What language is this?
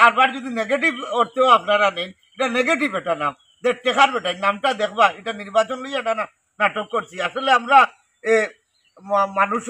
Sylheti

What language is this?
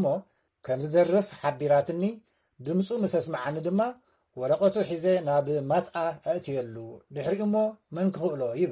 Tigrinya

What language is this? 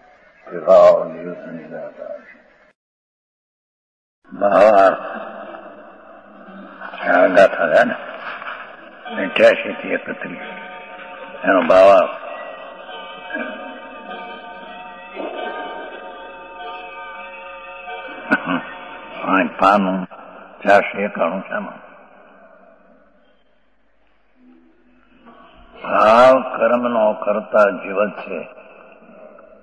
Gujarati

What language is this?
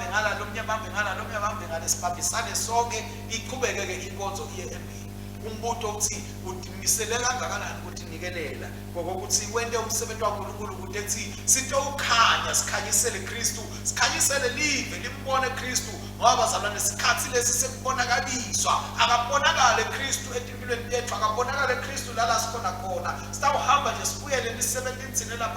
Swati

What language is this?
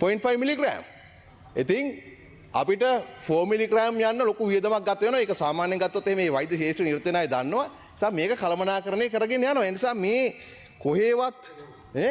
Sinhala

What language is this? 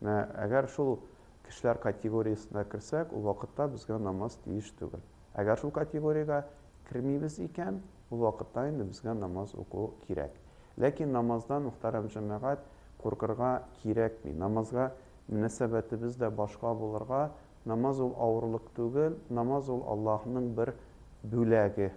Tatar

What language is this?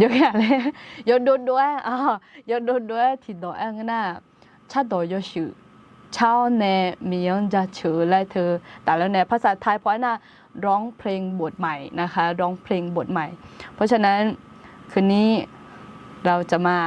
Akha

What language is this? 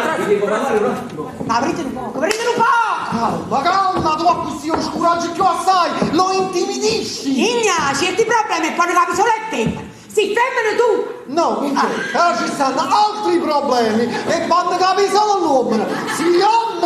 Neapolitan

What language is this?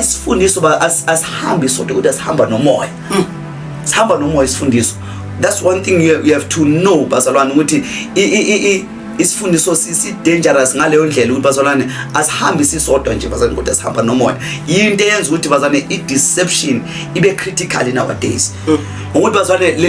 Zulu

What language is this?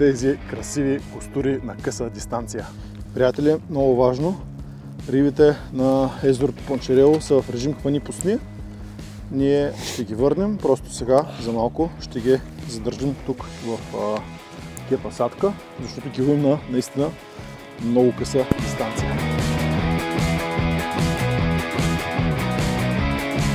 Bulgarian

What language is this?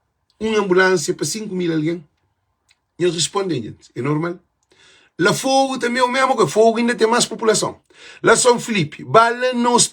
Kabuverdianu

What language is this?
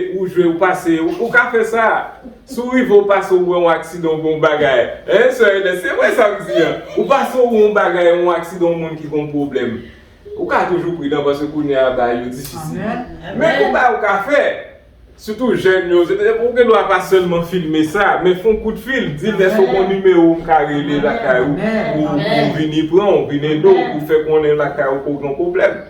Haitian Creole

